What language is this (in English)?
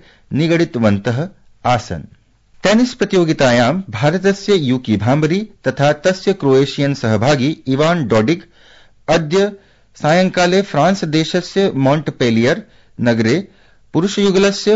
Sanskrit